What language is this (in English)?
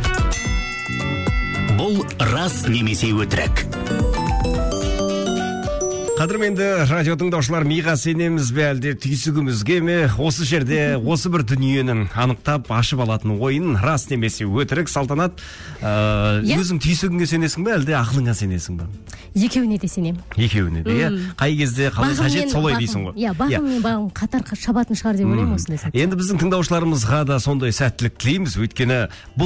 Kazakh